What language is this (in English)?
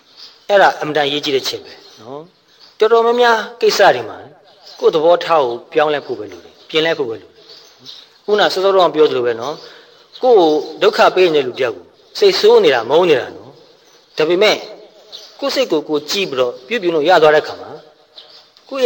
Burmese